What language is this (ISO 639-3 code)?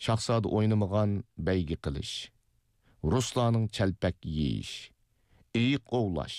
uig